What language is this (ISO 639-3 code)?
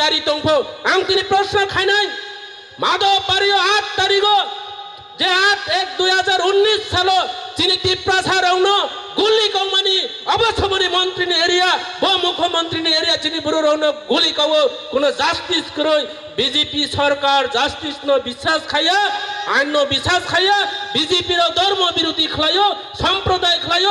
trp